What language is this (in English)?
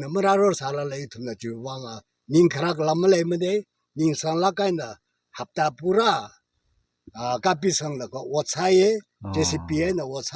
Tangkhul Naga (India)